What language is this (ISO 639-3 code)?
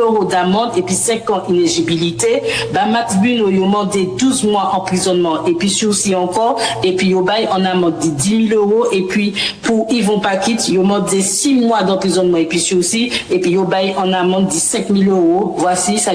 gcf